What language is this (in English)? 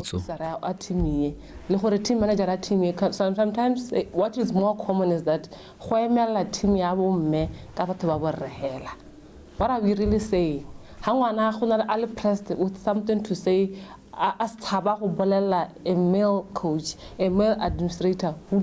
Tswana